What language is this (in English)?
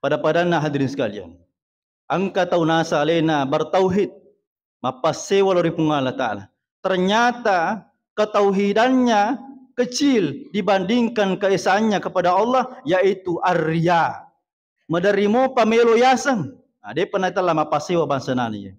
Buginese